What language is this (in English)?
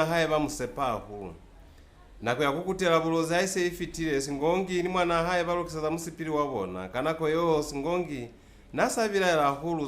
Lozi